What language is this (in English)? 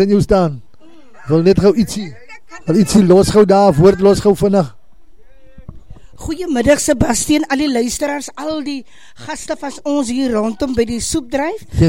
Afrikaans